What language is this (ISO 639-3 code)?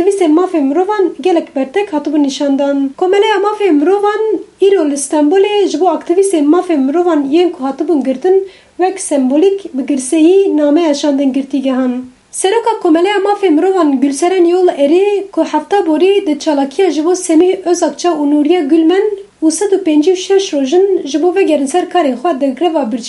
kur